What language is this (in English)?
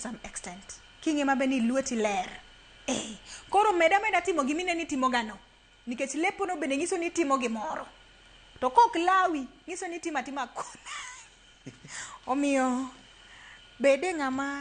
Luo (Kenya and Tanzania)